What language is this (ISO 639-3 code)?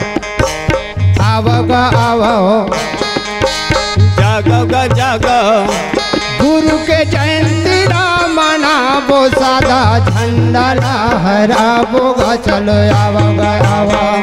hne